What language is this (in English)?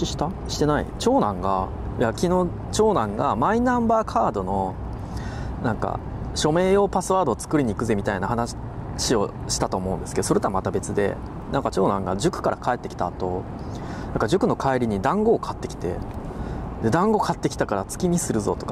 Japanese